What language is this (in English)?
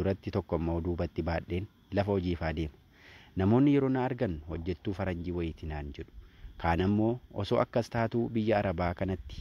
Oromo